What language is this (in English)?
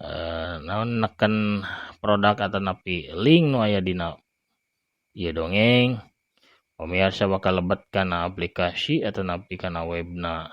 Sundanese